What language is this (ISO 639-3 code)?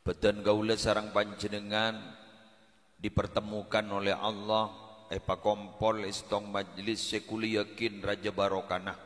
mad